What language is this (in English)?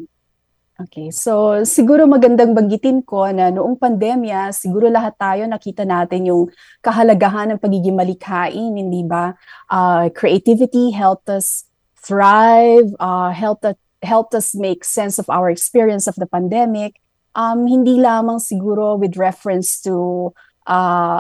Filipino